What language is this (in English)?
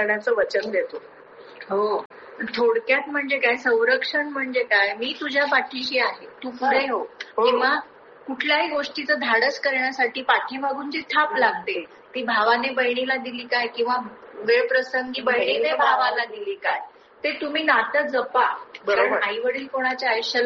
Marathi